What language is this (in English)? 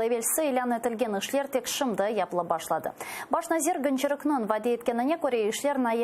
Crimean Tatar